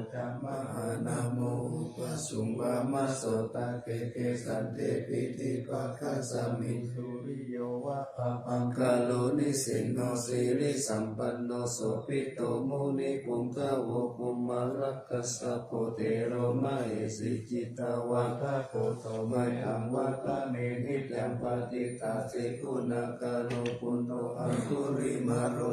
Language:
Pali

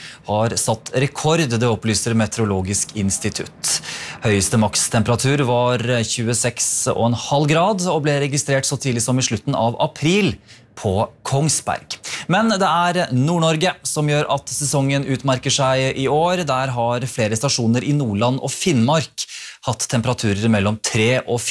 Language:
Norwegian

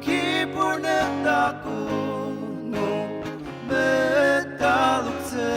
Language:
Ao Naga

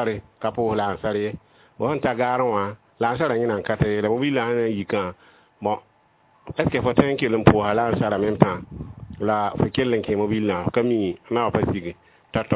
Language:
Mossi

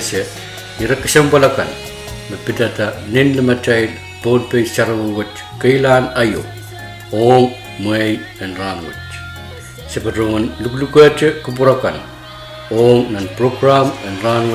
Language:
Pohnpeian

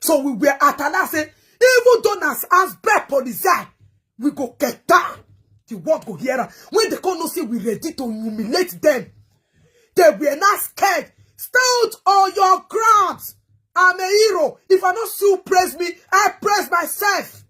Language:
Nigerian Pidgin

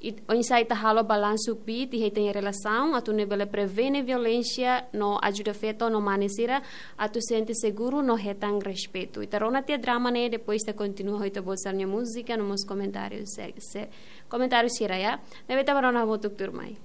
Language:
Tetum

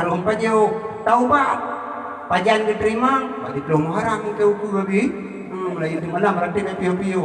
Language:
Achinese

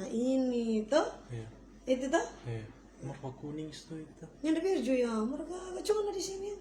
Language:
Manado Malay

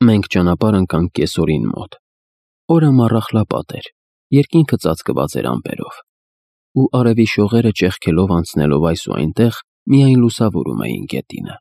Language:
Armenian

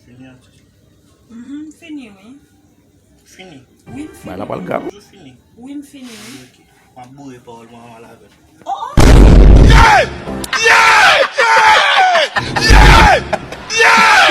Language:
Haitian Creole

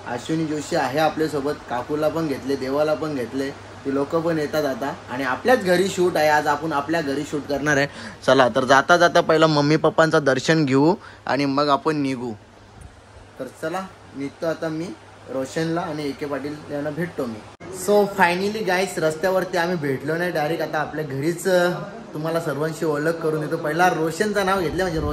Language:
Marathi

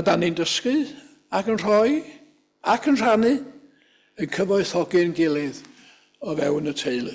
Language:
Welsh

